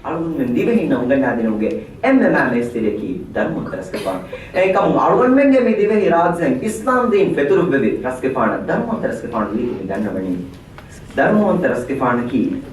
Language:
Divehi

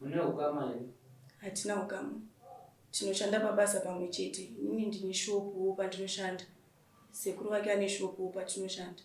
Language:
Shona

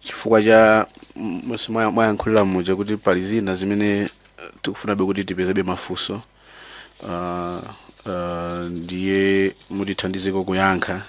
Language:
Nyanja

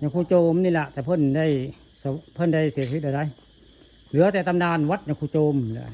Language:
Northeastern Thai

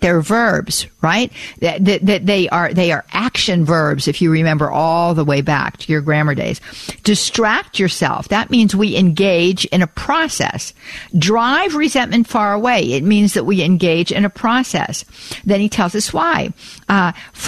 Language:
English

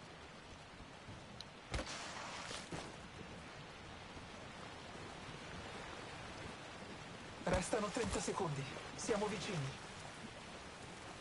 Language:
Italian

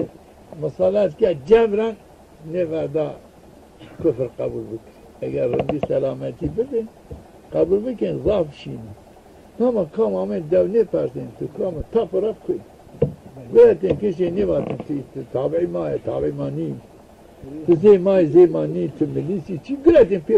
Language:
Zaza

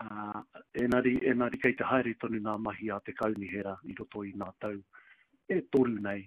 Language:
Māori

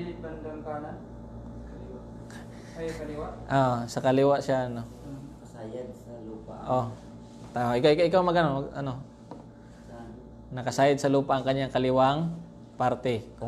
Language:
Filipino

